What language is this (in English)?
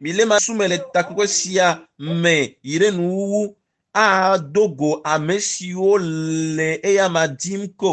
Ewe